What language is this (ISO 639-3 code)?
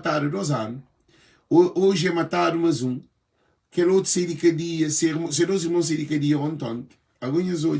kea